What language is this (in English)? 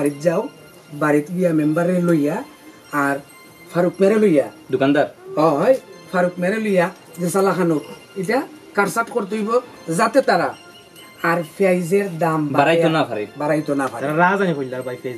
Sylheti